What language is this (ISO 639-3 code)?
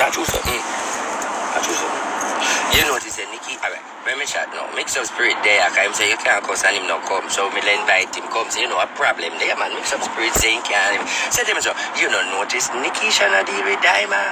jam